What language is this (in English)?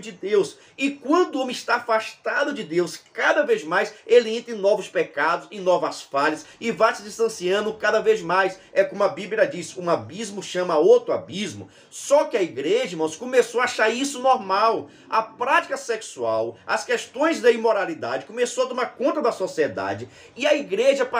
Portuguese